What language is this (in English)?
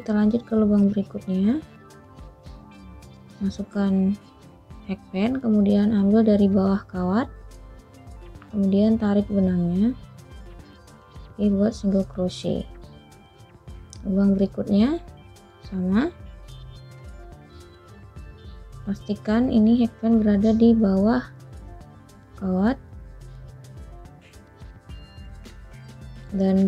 Indonesian